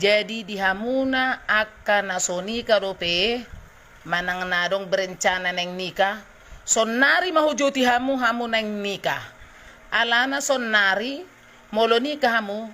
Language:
Batak Toba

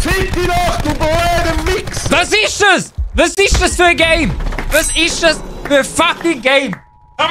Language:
Swiss German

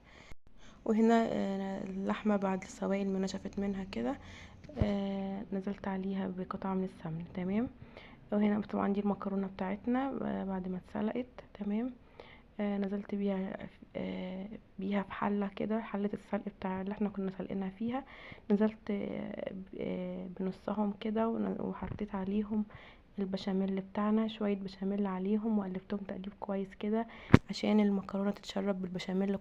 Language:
Egyptian Arabic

